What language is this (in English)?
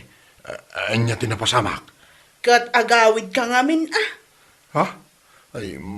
Iloko